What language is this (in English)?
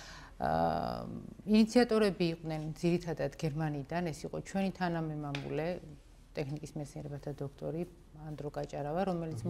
Georgian